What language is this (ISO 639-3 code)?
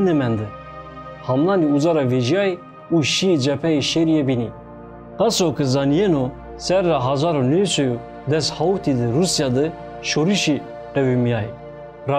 zza